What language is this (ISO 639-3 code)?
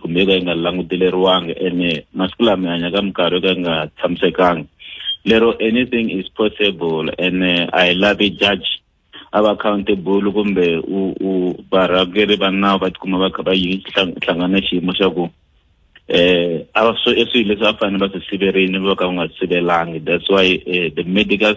tso